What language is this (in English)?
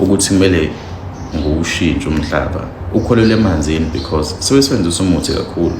Zulu